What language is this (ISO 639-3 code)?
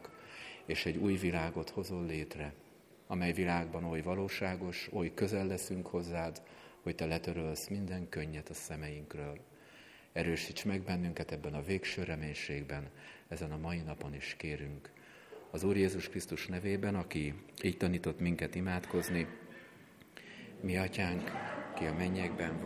hun